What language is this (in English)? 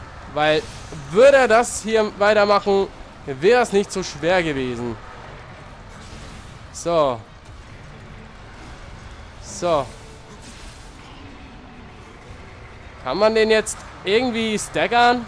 German